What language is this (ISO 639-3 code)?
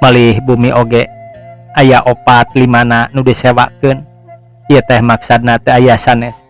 sun